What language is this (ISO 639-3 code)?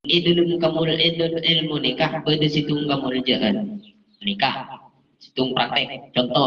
mad